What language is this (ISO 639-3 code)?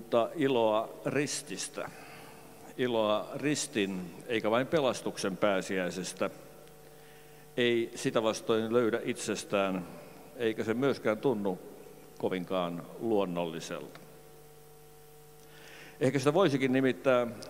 fin